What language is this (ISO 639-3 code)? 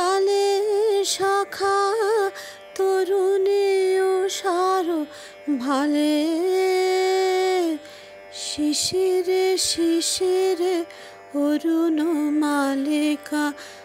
ben